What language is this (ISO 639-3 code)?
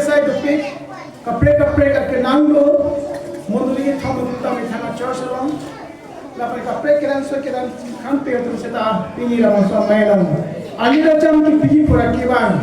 mjw